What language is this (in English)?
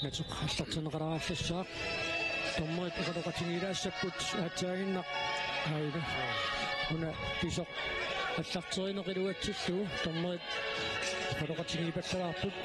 Kalaallisut